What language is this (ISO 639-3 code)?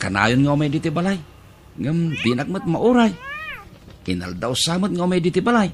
ilo